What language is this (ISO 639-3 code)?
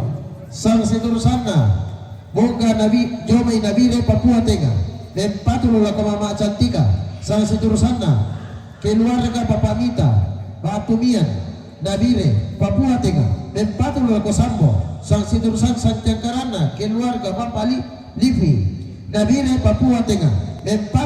sda